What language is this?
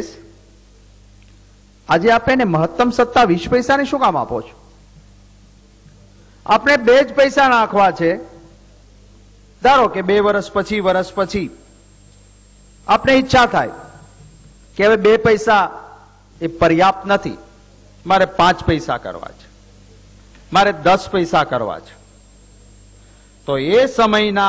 Gujarati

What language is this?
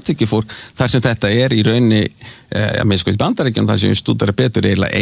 Icelandic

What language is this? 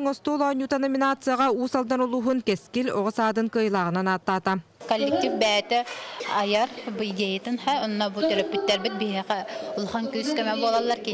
Yakut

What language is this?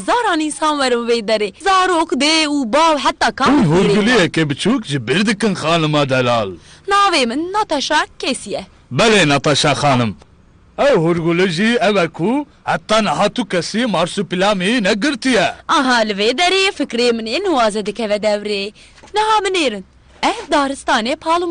Kurdish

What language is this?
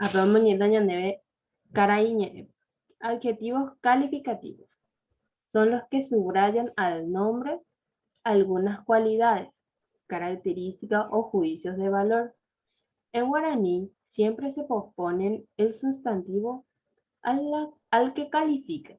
Guarani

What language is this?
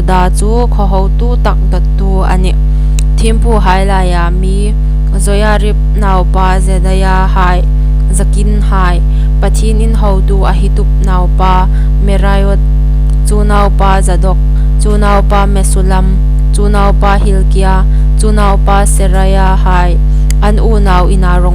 Hmar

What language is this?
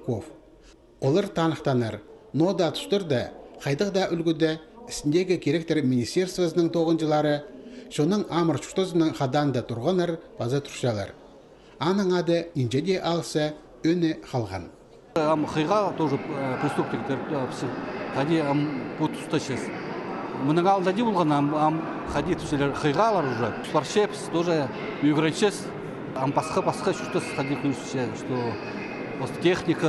Khakas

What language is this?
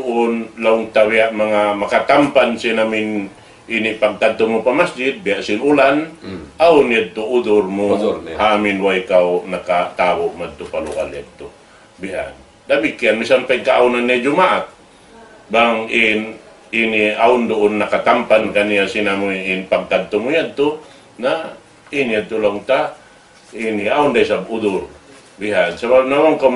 Tausug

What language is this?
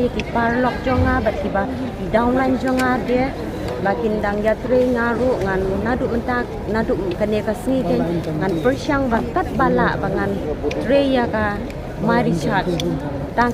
Khasi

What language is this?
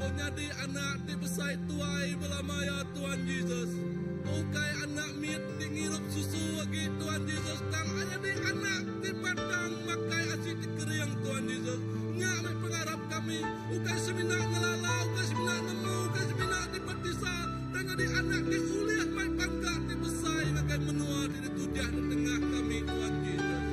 Iban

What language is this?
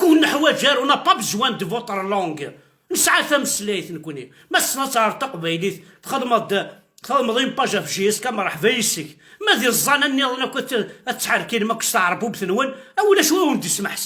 Kabyle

